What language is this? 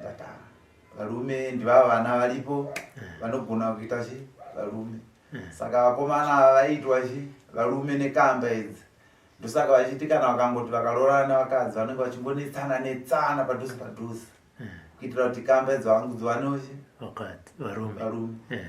Shona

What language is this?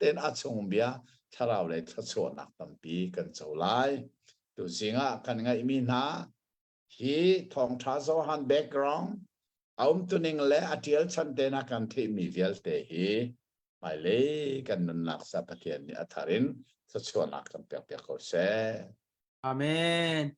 Hakha Chin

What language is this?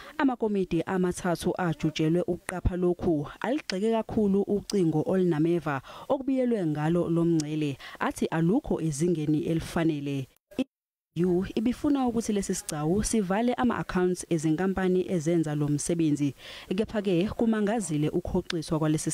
Zulu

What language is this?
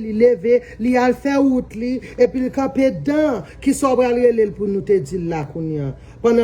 Haitian Creole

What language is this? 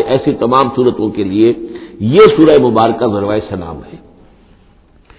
Urdu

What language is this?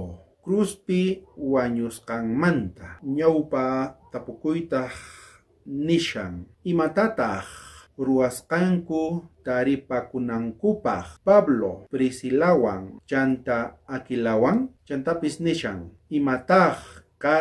South Bolivian Quechua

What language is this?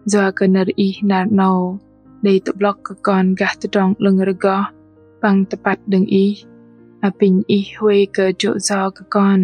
Bahnar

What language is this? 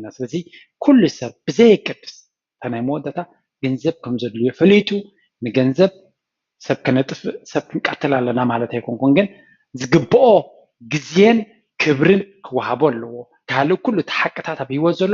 Tigrinya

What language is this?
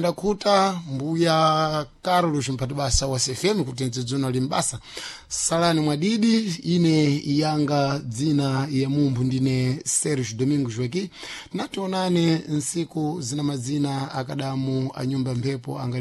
Sena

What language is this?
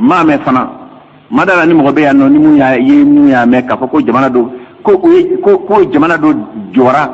Bambara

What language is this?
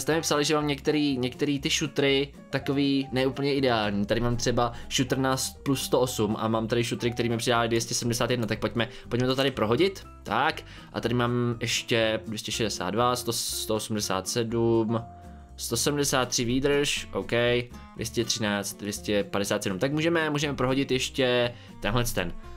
Czech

